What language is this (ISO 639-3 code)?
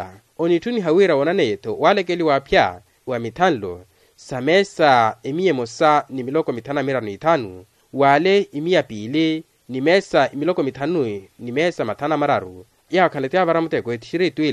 vmw